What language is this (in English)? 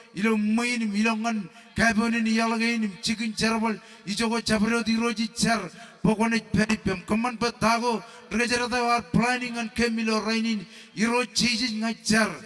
Marshallese